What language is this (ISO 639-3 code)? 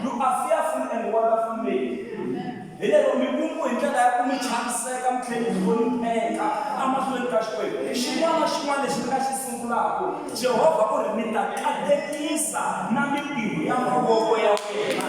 tso